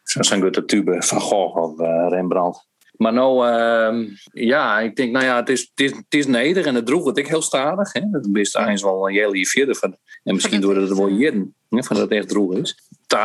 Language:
Western Frisian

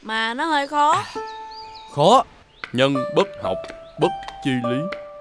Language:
Vietnamese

